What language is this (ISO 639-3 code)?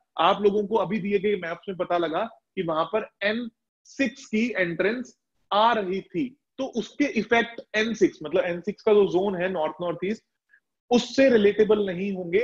hin